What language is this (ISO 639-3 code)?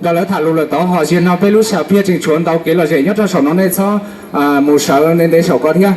hmn